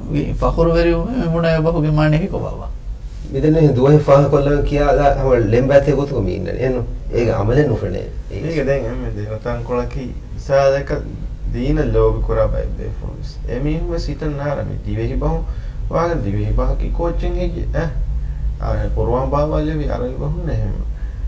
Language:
Divehi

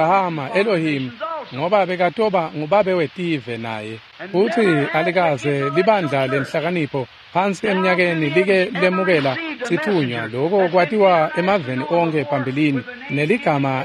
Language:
Swati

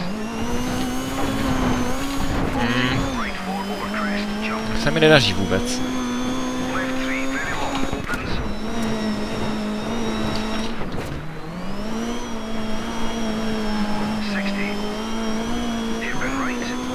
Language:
Czech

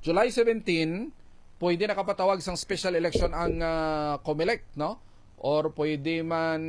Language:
Hiligaynon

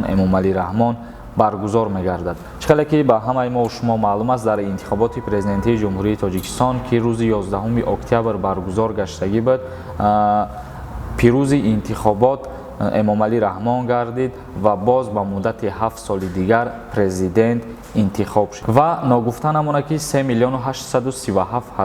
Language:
Tajik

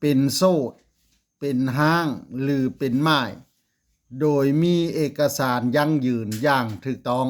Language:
Lao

